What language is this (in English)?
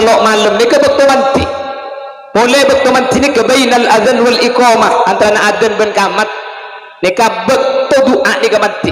Madurese